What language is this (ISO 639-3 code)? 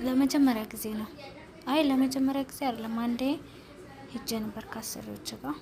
amh